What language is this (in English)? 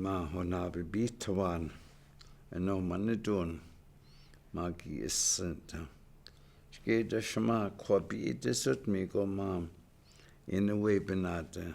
Chippewa